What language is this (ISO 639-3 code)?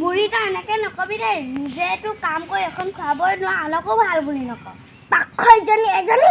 asm